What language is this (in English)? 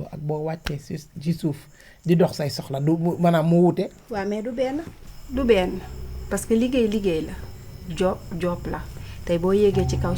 Wolof